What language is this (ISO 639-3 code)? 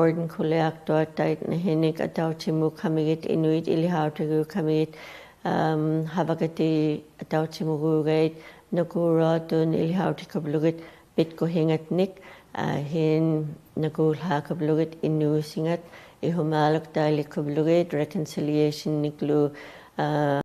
ikt